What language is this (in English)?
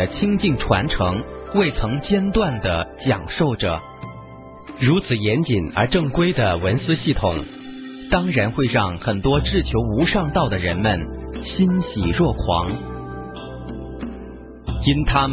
Chinese